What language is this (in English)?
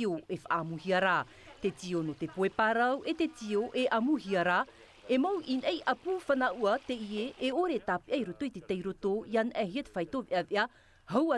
Tahitian